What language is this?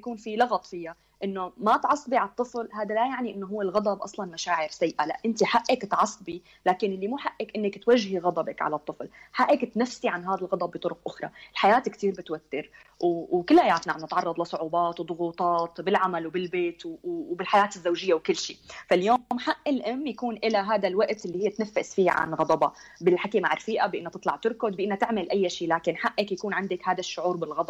North Levantine Arabic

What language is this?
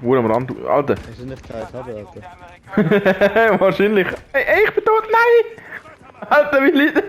Swiss German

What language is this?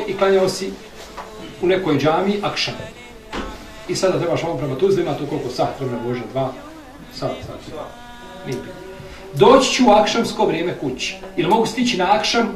Bosnian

